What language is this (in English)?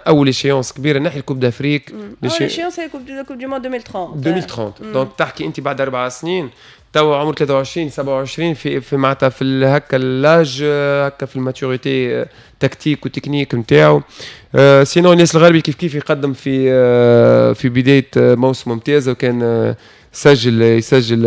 Tunisian Arabic